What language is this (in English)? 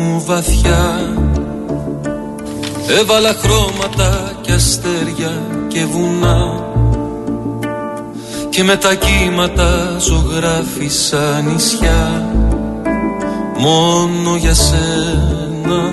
Greek